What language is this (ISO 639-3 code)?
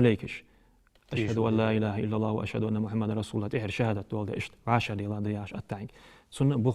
inh